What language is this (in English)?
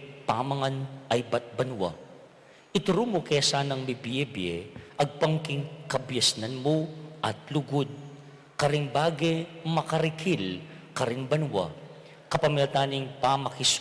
Pampanga